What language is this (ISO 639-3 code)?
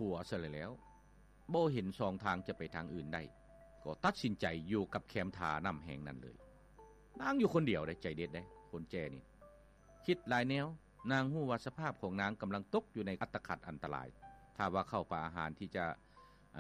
lao